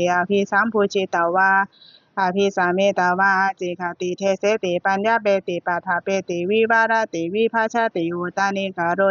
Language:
Pali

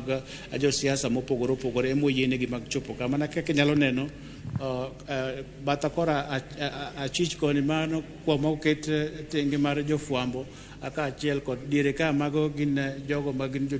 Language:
Luo (Kenya and Tanzania)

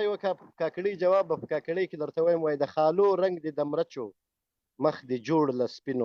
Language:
Pashto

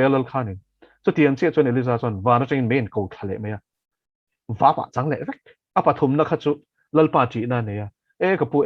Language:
Mizo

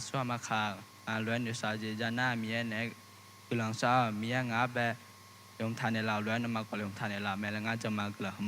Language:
Akha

